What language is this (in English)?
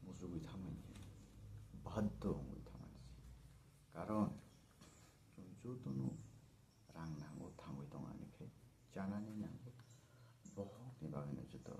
Kok Borok